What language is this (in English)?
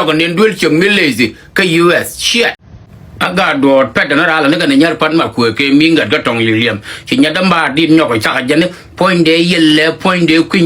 Nuer